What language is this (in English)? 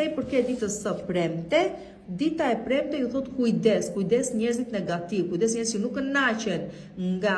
Albanian